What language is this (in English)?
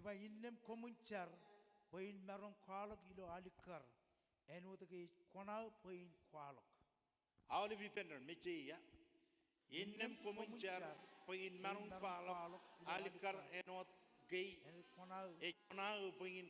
Marshallese